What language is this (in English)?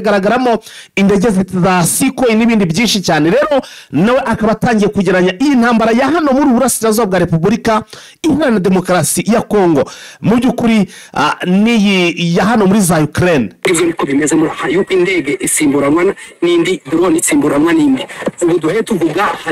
Kinyarwanda